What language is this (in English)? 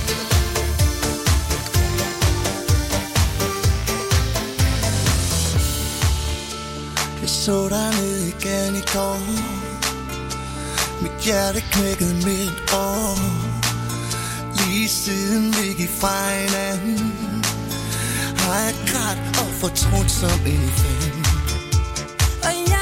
Danish